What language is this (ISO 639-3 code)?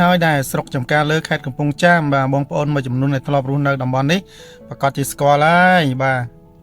khm